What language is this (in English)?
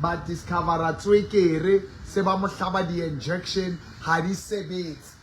Southern Sotho